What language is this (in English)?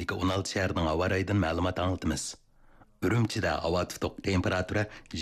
Uyghur